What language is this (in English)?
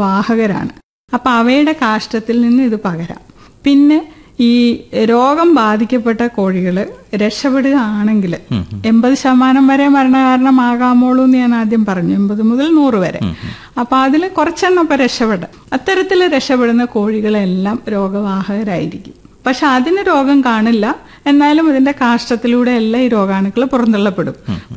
Malayalam